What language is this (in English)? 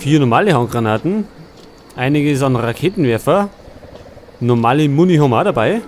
Bavarian